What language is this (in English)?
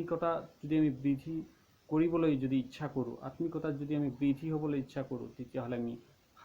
Assamese